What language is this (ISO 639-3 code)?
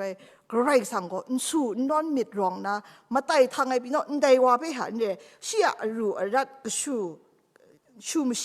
kac